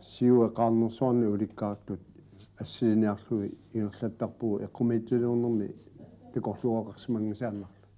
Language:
Kalaallisut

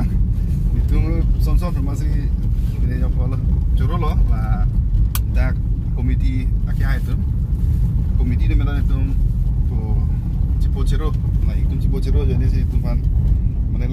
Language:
Karbi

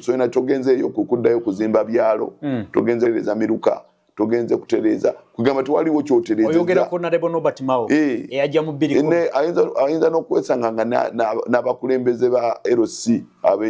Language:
Ganda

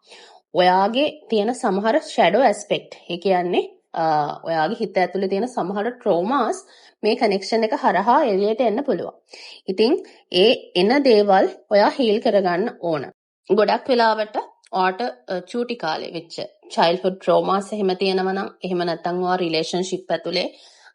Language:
Sinhala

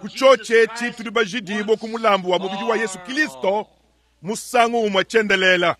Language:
Luba-Lulua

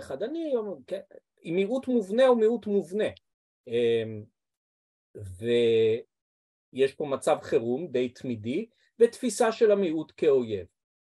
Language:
Hebrew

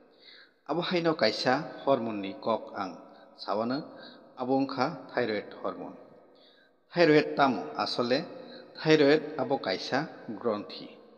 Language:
Kok Borok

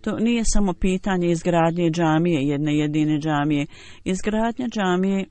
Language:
Bosnian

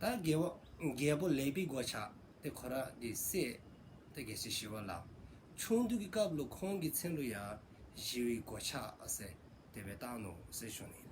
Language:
Dzongkha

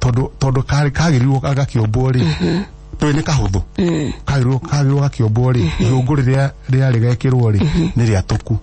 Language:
Kikuyu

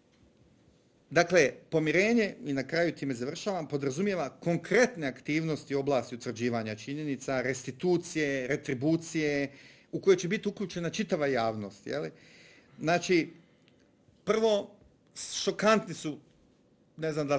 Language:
Bosnian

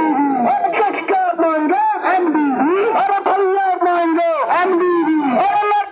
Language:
Maithili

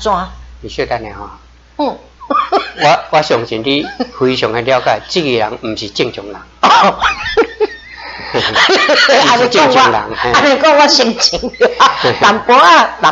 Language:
Min Nan Chinese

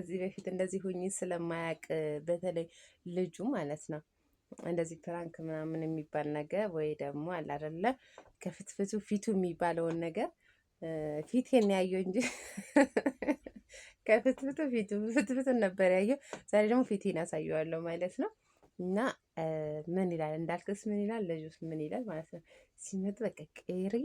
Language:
Amharic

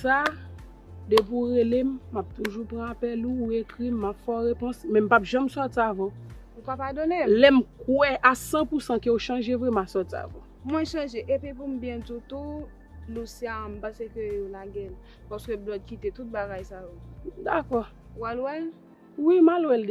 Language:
Haitian Creole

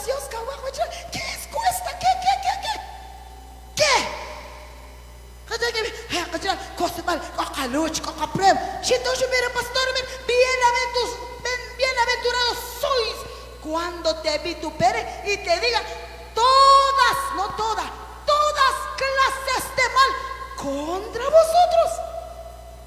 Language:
Spanish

